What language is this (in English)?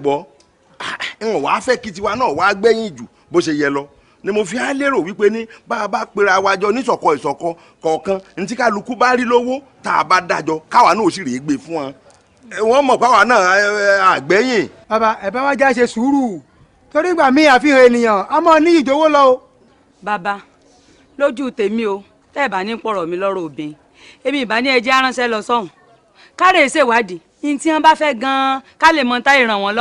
Yoruba